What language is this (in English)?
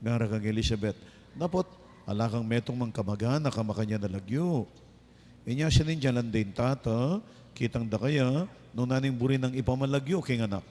Pampanga